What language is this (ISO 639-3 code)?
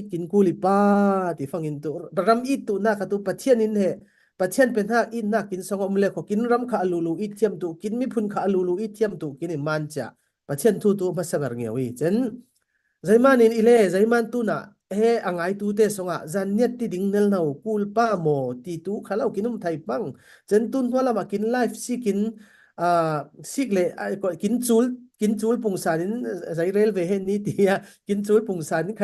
cfm